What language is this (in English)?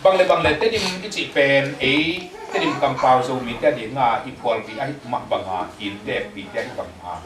Tedim Chin